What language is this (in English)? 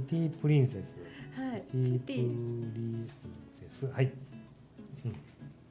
Japanese